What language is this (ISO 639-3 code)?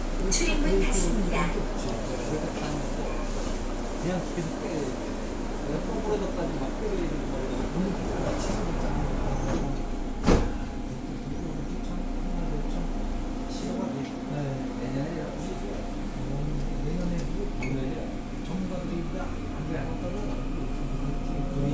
kor